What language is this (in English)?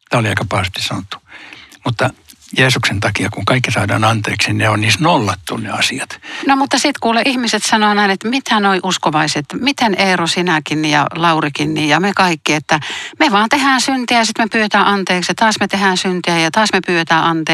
Finnish